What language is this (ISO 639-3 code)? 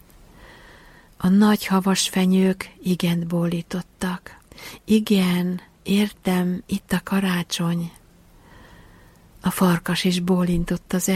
hun